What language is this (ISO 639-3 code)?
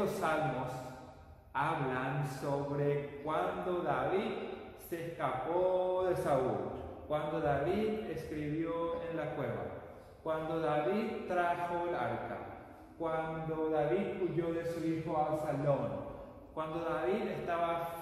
spa